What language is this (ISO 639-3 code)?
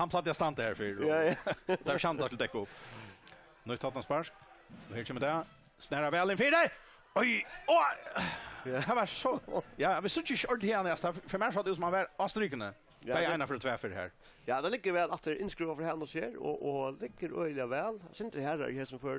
fao